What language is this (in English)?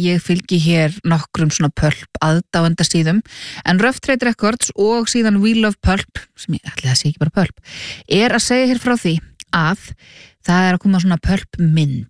Icelandic